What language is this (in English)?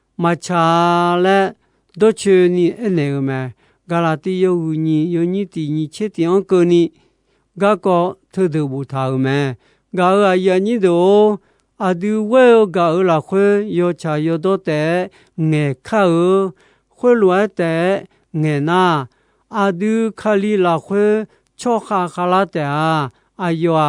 Akha